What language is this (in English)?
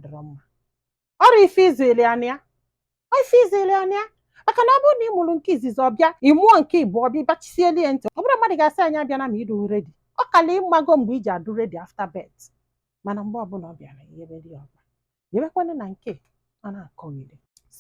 Igbo